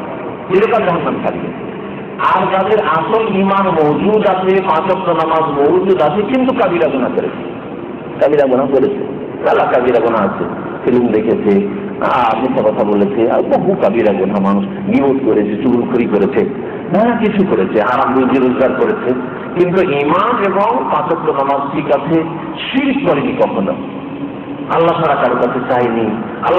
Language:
Bangla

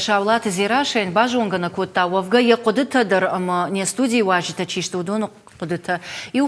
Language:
Ossetic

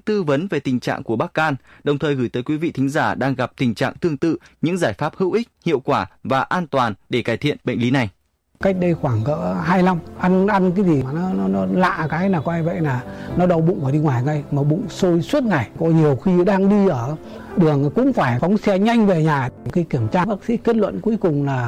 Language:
Vietnamese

